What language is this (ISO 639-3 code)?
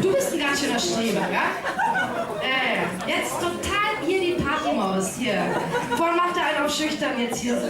bar